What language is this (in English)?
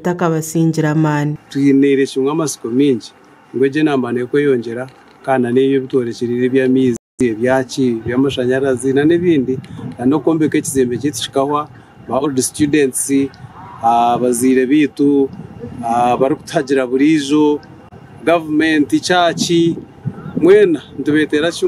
Nyankole